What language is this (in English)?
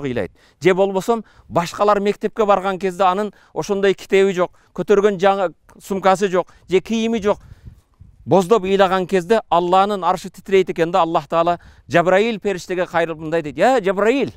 Kyrgyz